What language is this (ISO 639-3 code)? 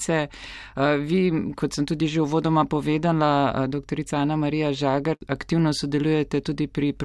slv